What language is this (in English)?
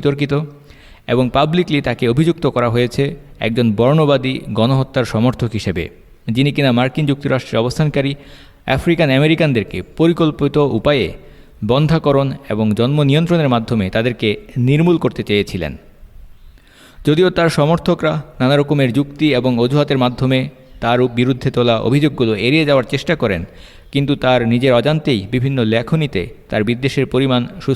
Bangla